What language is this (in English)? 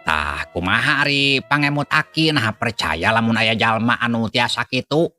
Sundanese